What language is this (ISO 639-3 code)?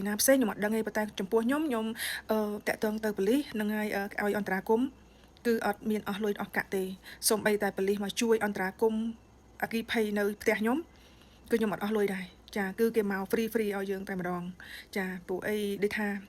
khm